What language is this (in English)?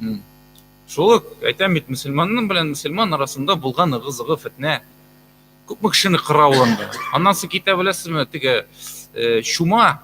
Tatar